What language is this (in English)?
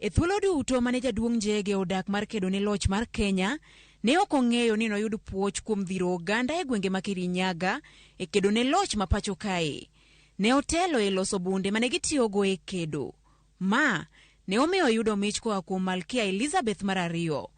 Luo (Kenya and Tanzania)